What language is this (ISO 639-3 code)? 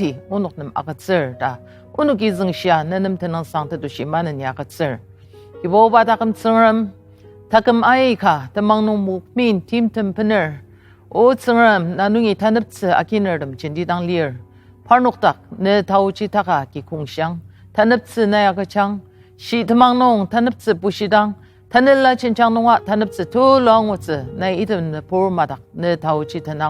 njo